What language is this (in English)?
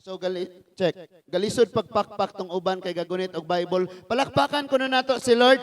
Cebuano